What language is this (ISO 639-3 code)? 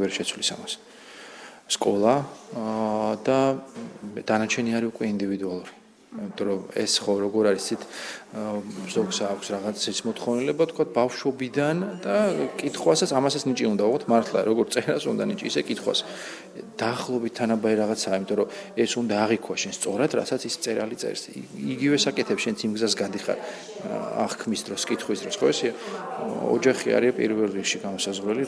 kat